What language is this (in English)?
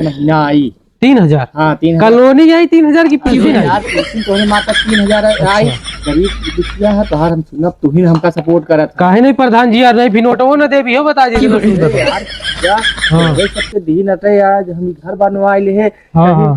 Awadhi